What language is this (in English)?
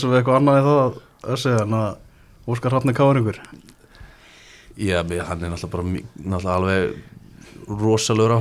Icelandic